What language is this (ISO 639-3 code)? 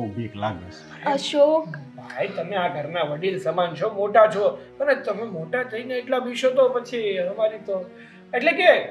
guj